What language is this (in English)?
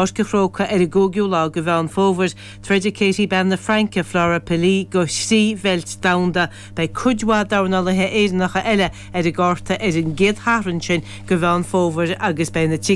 Irish